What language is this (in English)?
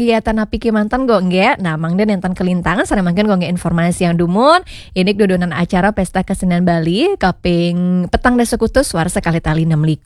Balinese